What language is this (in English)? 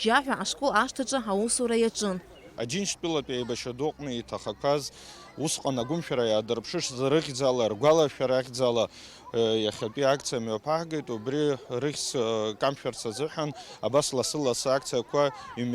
Abkhazian